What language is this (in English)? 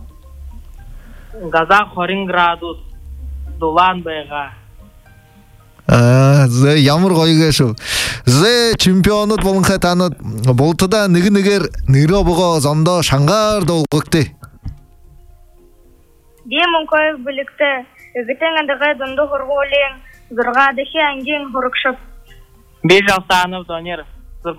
Buriat